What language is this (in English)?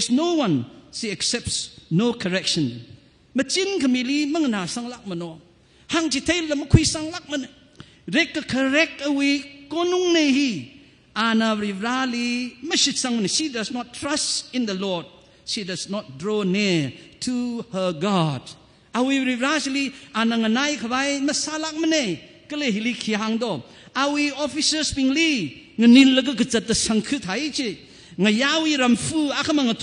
Tangkhul Naga (India)